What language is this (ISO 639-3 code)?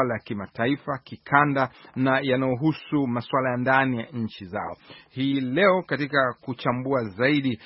swa